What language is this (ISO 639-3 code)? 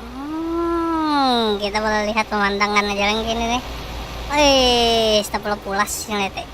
bjn